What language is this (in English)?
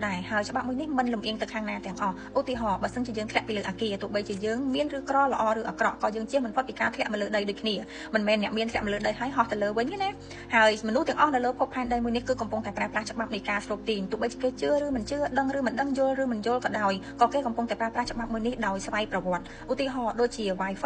Khmer